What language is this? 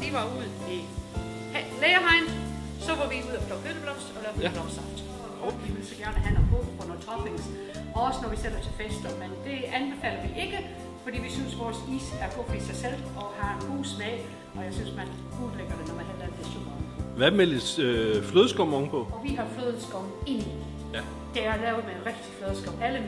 Danish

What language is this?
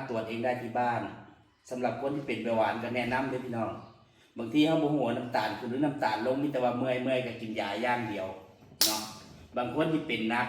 Northeastern Thai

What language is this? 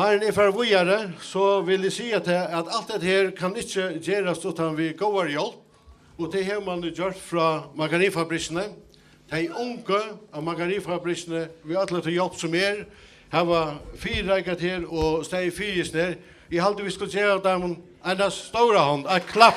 Faroese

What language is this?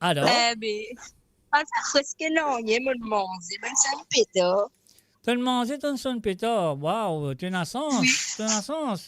Morisyen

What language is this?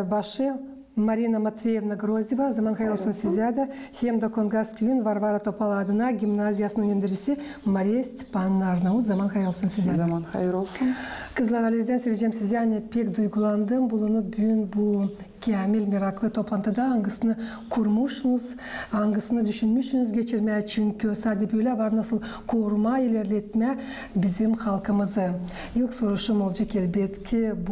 Gagauz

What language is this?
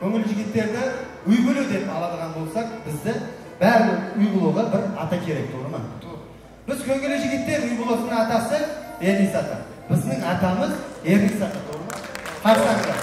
Kara-Kalpak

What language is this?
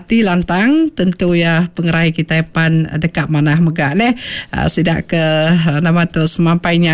Iban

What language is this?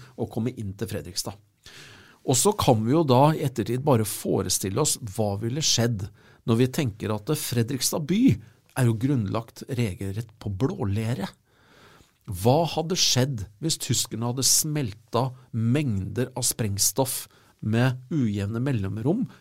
Norwegian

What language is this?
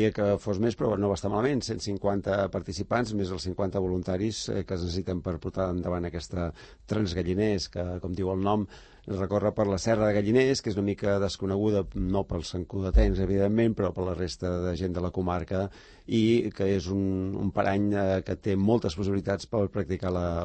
Catalan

